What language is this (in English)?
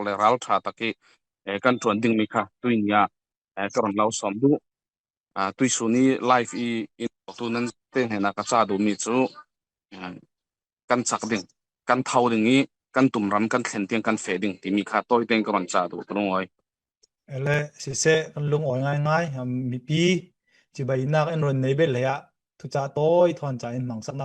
Falam Chin